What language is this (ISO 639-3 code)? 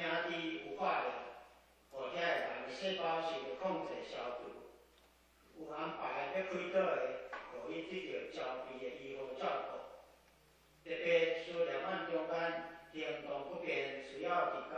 nan